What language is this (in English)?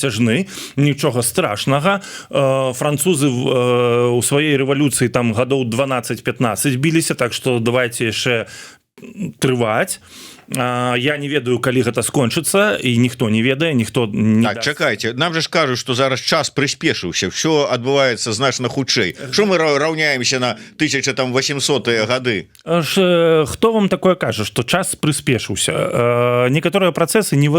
Belarusian